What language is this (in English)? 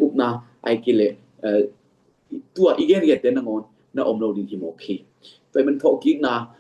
Tedim Chin